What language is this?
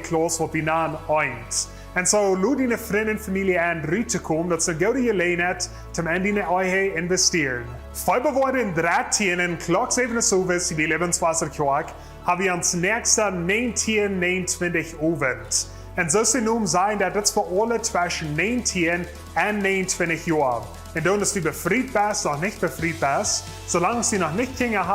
Plautdietsch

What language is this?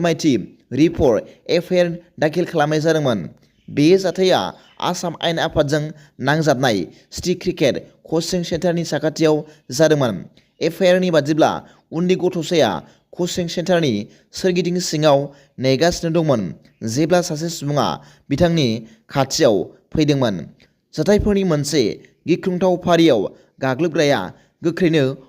Bodo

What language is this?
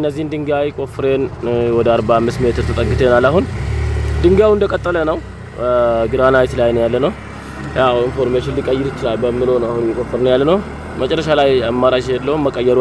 Amharic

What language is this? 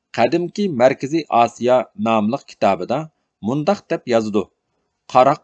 Uyghur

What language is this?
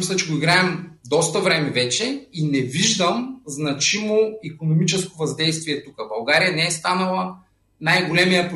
Bulgarian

